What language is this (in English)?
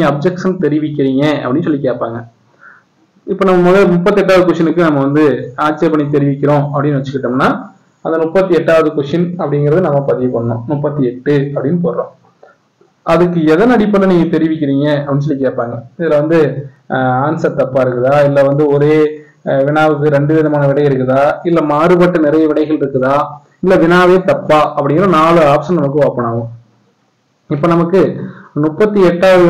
Tamil